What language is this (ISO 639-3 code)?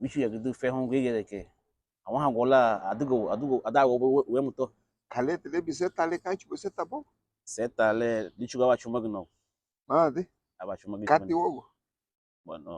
cab